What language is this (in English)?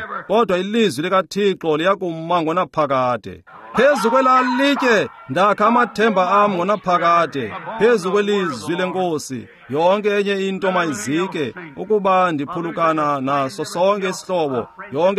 Xhosa